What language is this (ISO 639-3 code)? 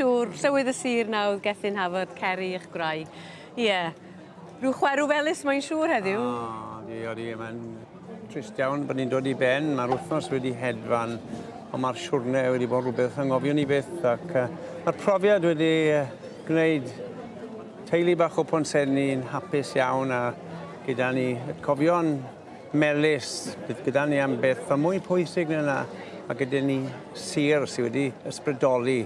cym